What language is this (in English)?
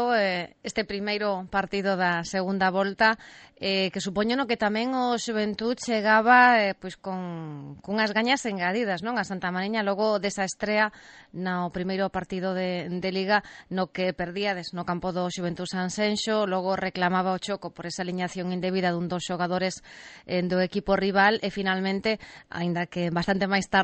Galician